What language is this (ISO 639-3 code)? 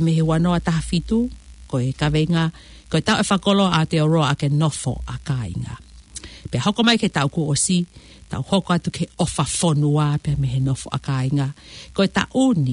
ton